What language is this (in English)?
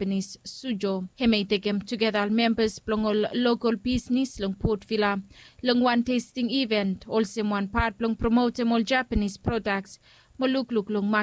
Bislama